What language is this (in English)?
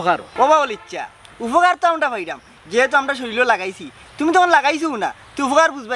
Sylheti